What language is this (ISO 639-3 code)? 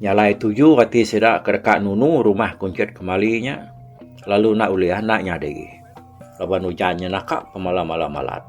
iba